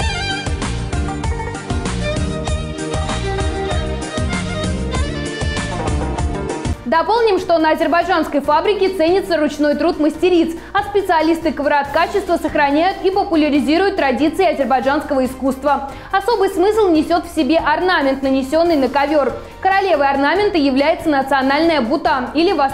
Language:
Russian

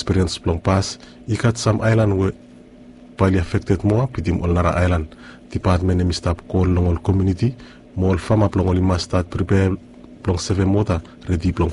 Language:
Bislama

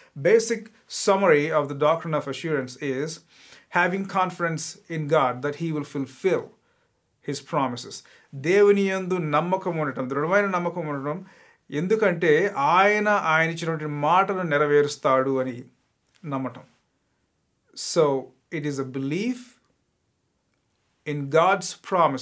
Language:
Telugu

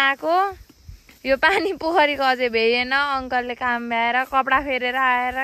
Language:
Nepali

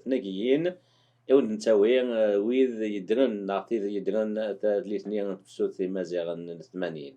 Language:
Kabyle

